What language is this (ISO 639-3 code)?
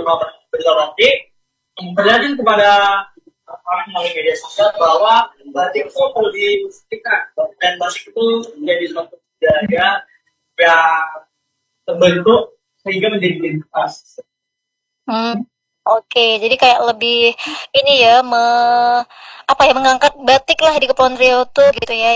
ind